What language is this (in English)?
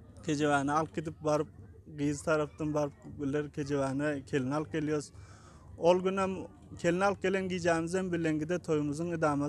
Turkmen